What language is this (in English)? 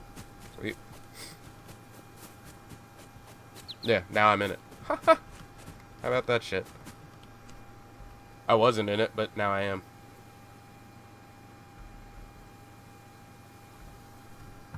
English